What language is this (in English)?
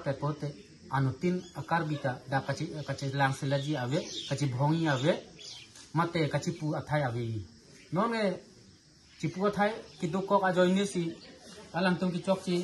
Karbi